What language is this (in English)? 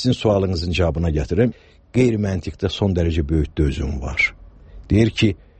Azerbaijani